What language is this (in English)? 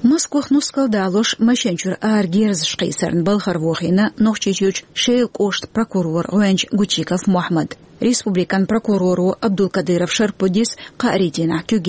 Chechen